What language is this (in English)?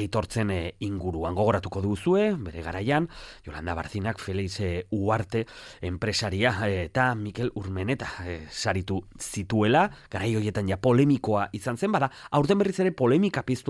Basque